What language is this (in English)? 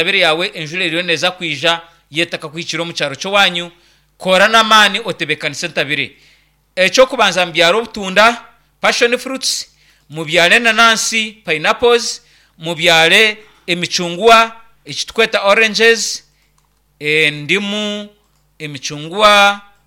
Nyankole